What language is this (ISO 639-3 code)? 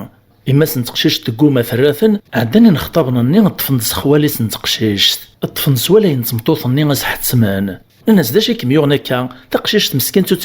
kab